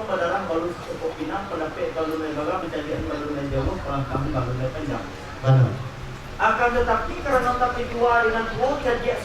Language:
Minangkabau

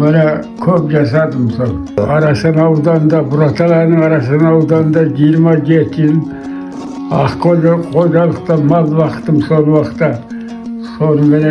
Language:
Kazakh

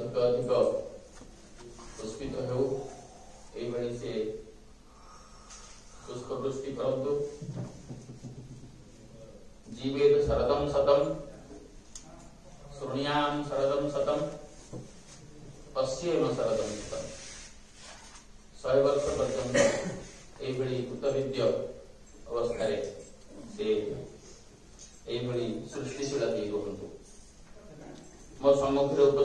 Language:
Odia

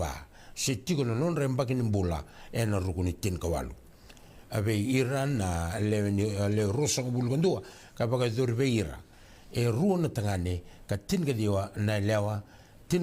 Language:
Fijian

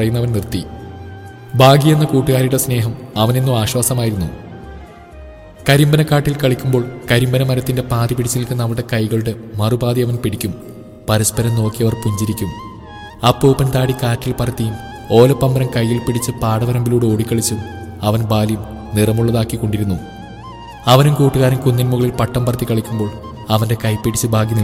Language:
Malayalam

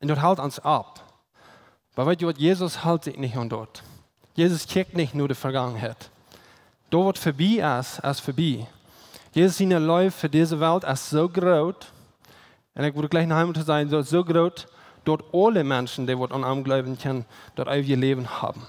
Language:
Plautdietsch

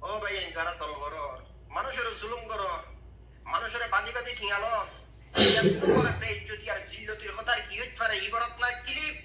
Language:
Rohingya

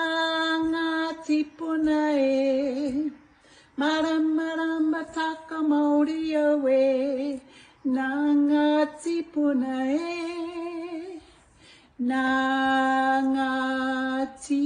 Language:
Māori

